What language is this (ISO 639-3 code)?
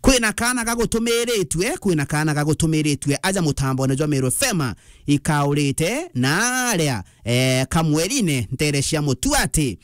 mer